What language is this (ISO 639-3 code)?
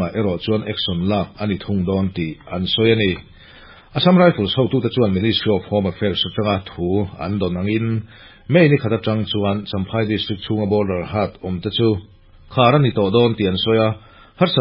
lus